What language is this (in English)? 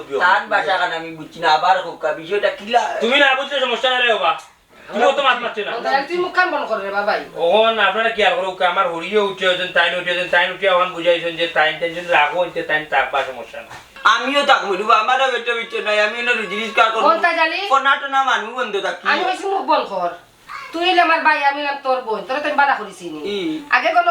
Sylheti